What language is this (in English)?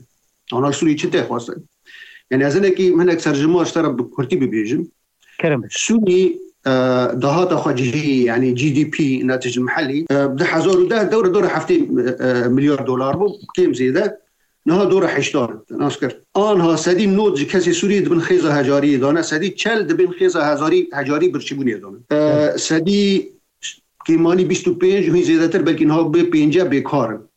Kurdish